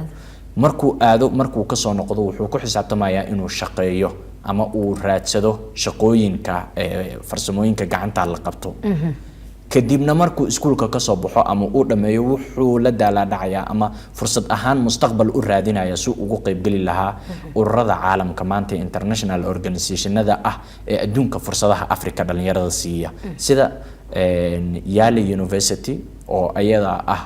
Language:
Somali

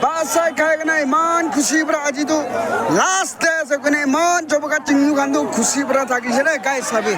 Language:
Naga Pidgin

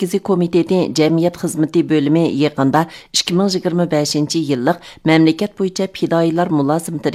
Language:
Uyghur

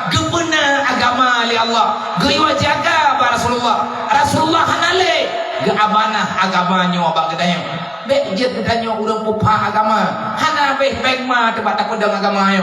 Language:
Achinese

